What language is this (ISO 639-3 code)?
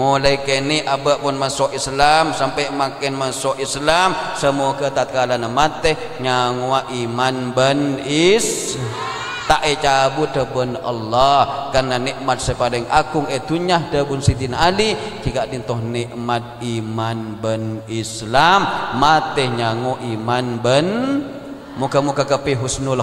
mad